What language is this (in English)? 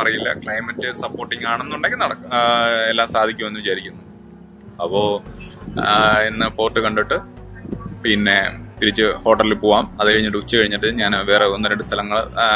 Malayalam